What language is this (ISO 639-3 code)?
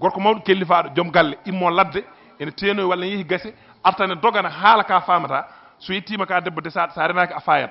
ful